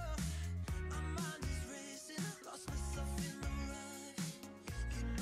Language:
English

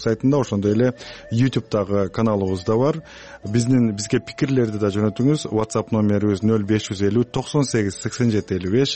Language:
Kyrgyz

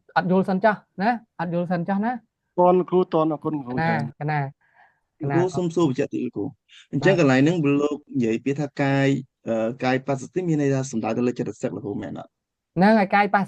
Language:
Khmer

